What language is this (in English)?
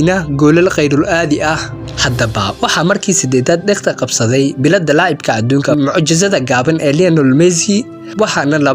Somali